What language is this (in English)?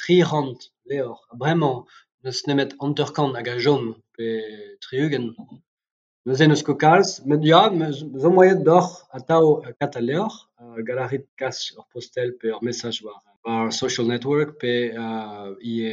Breton